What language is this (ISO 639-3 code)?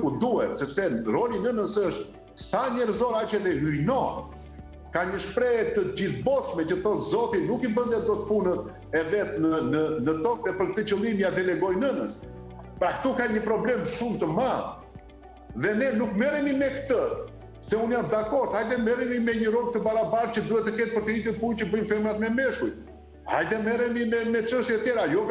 sqi